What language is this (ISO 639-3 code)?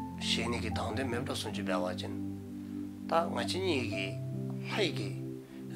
dzo